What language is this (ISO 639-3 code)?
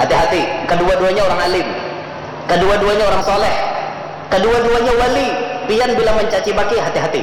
bjn